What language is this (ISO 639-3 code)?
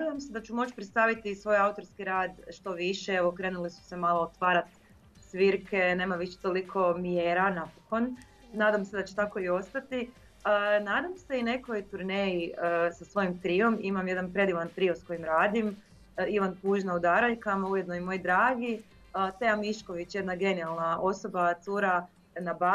hrv